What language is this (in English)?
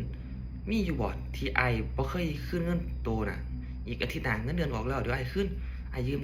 Northeastern Thai